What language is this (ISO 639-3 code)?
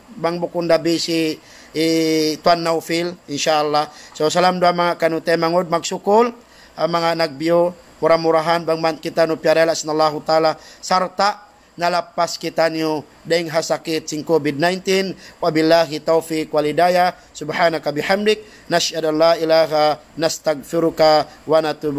tsg